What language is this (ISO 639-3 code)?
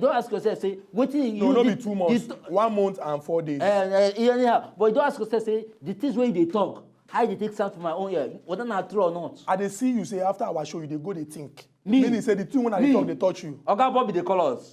pcm